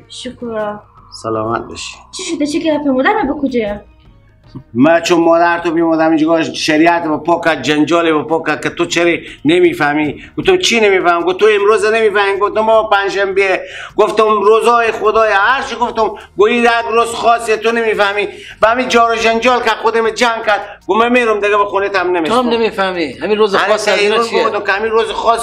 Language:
Persian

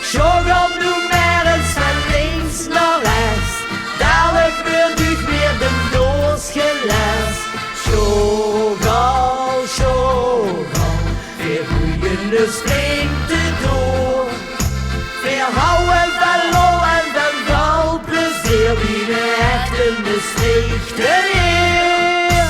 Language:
Limburgish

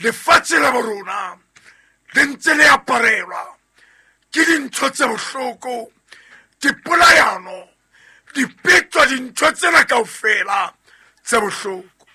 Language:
Southern Sotho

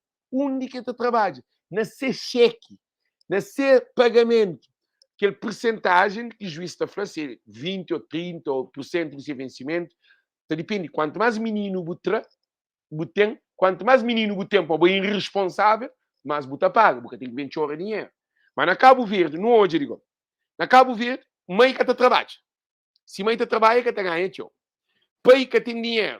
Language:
Kabuverdianu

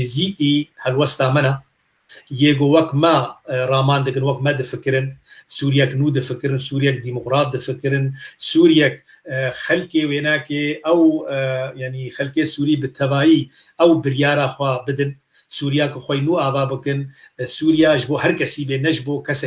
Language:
Kurdish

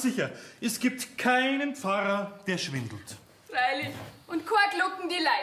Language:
Bavarian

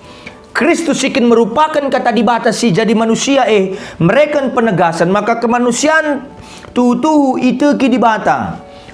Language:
Batak Karo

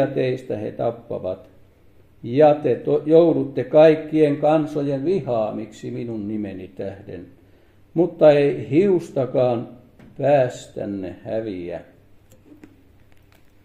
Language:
Finnish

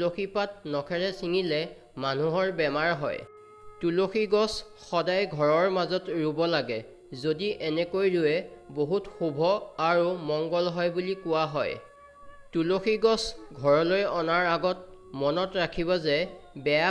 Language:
Assamese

